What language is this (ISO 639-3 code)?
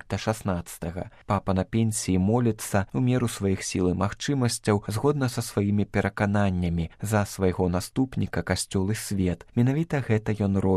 bel